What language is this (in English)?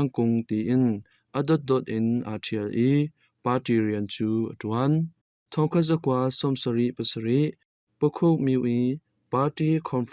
Hakha Chin